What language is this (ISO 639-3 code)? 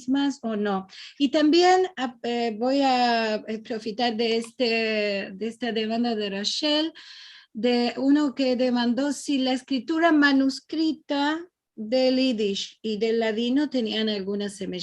lad